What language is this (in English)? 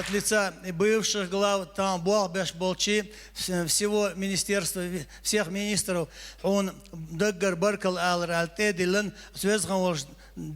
Chechen